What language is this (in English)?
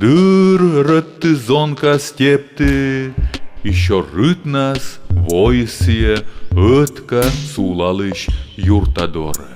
Komi